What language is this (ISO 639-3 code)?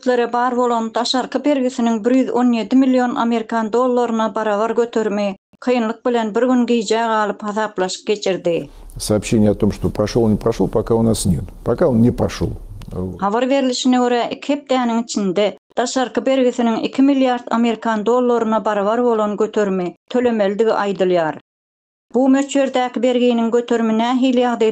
tuk